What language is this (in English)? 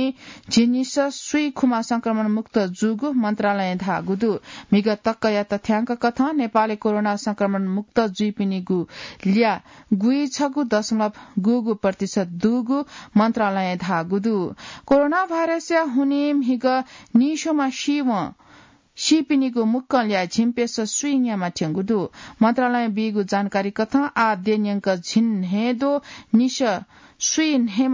Newari